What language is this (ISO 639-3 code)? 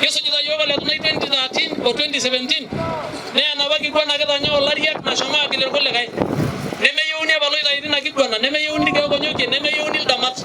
mas